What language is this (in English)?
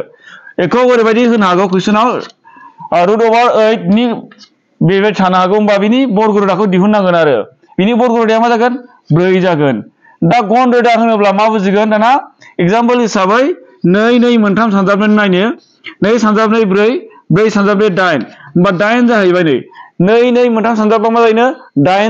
Bodo